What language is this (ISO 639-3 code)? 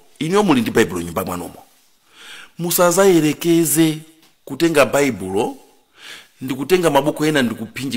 nya